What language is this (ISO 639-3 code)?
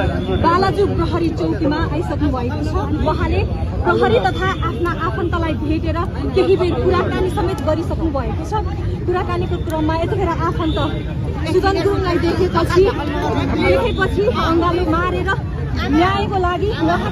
nep